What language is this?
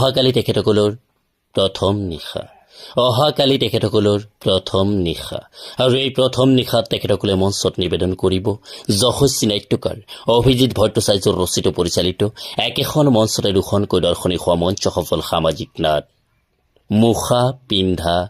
Assamese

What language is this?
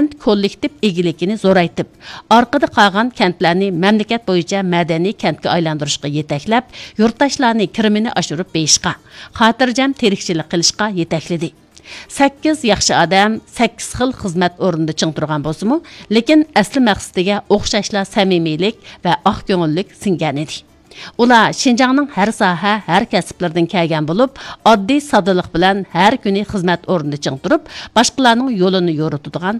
Uyghur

